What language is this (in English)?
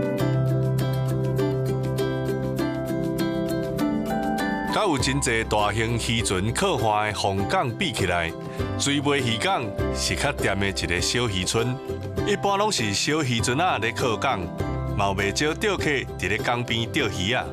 Min Nan Chinese